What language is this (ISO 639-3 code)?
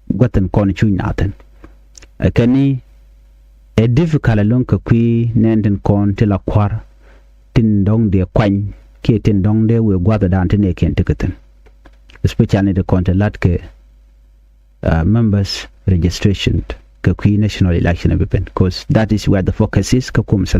nus